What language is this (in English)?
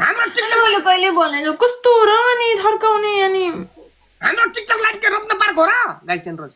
Nepali